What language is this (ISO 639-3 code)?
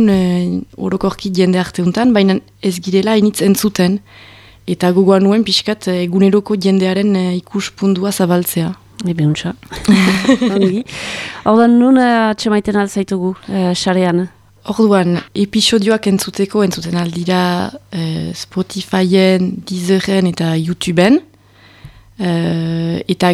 eus